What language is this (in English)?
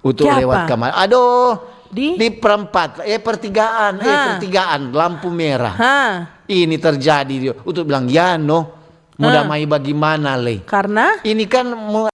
Manado Malay